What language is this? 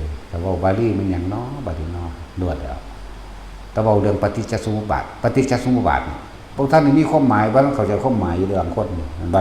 Northeastern Thai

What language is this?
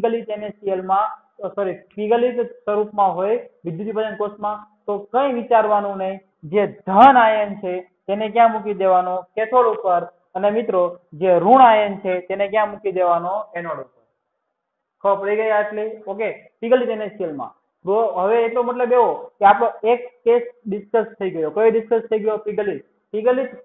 Gujarati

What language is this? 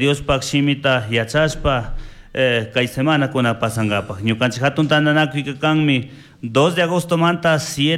Chimborazo Highland Quichua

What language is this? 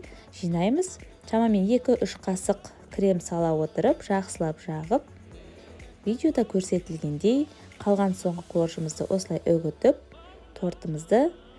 Kazakh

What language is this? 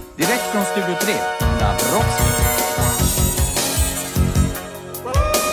Swedish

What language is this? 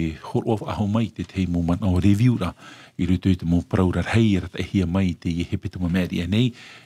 Tahitian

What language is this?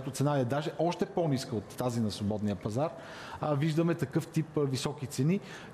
Bulgarian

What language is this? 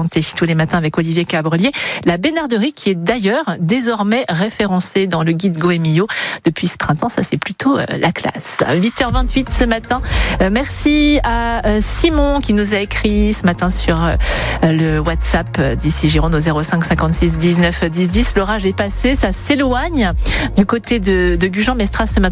French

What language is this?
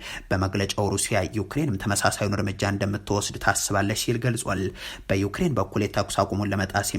Amharic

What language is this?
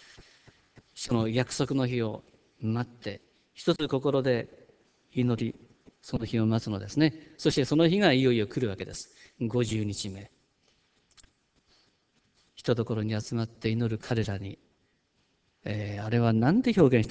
Japanese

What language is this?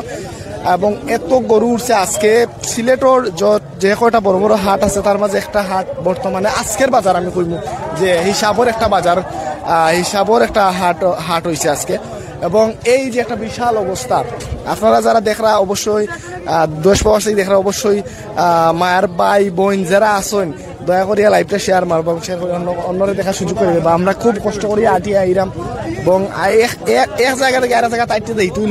Sylheti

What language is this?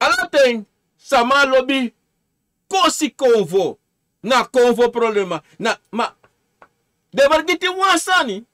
Sranan Tongo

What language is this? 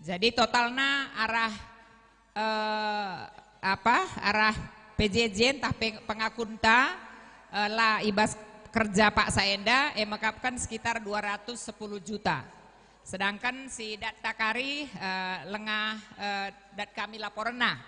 Batak Karo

